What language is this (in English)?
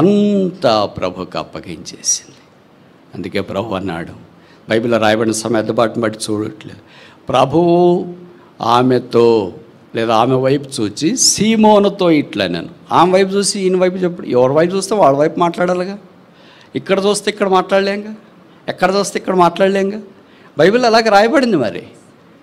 Telugu